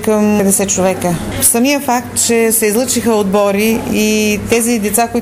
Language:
Bulgarian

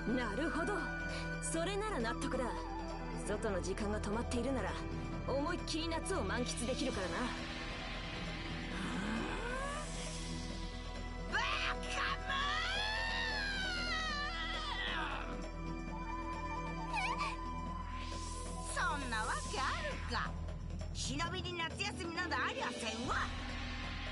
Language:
Japanese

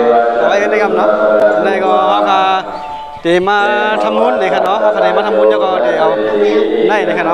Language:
Shan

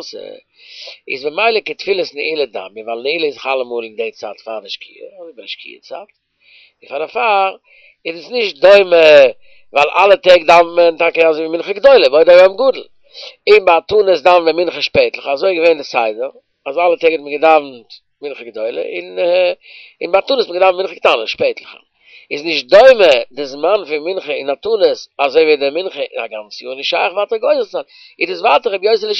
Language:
Yiddish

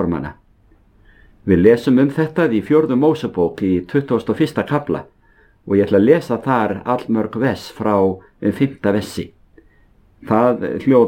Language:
Icelandic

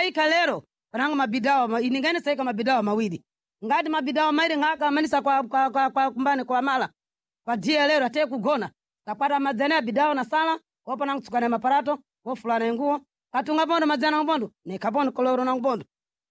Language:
Sena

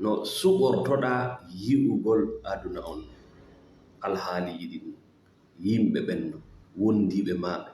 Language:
Fula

